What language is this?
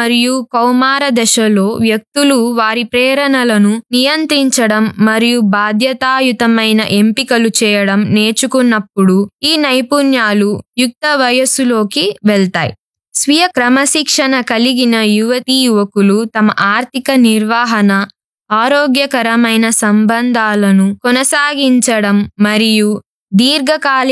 Telugu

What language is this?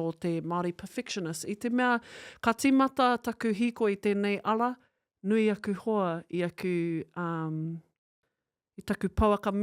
Māori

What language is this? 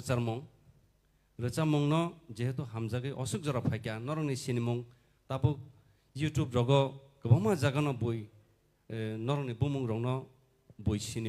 Kok Borok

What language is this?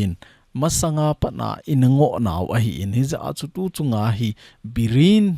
Thado Chin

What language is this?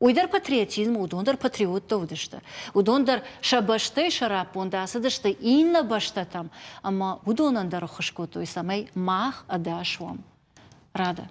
Ossetic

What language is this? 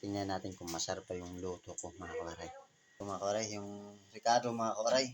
Waray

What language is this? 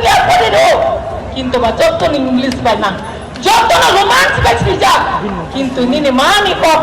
Riang (India)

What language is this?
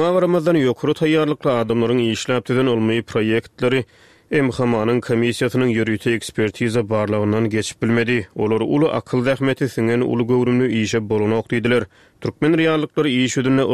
Turkmen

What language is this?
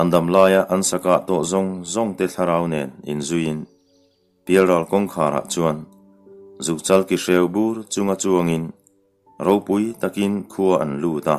Mizo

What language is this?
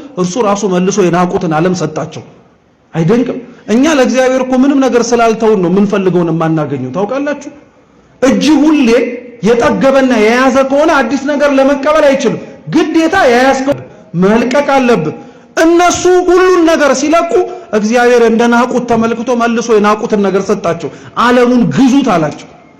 Amharic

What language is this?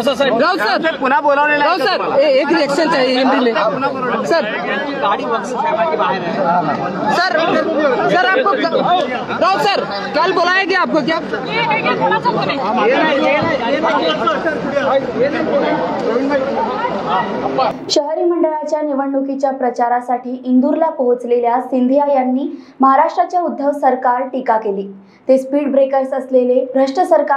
Marathi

